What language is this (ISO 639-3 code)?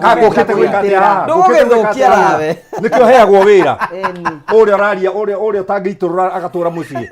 kik